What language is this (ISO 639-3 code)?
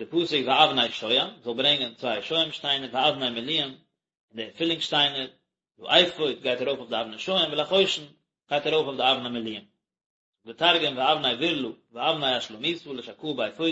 yid